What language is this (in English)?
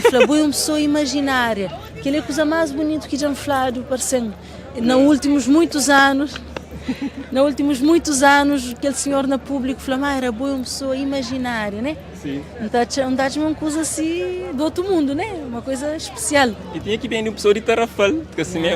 Kabuverdianu